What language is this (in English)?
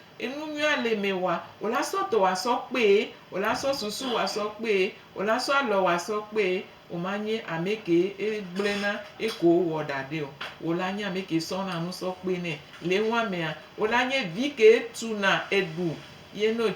Gen